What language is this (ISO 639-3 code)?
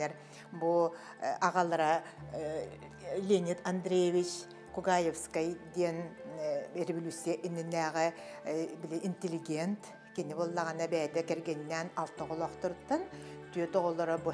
sah